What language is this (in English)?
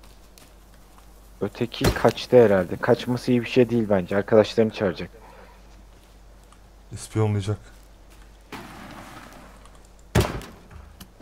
Turkish